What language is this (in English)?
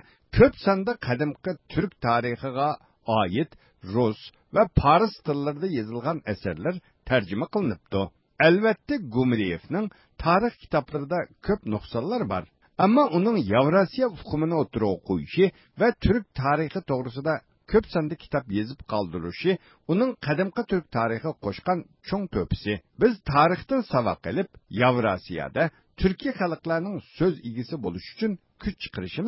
Uyghur